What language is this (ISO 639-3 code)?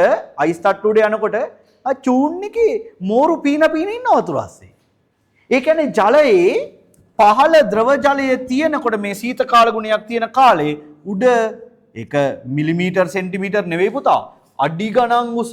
sin